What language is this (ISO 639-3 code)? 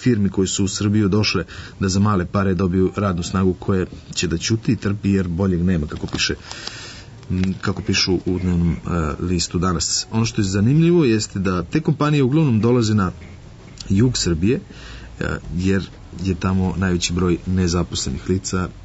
srp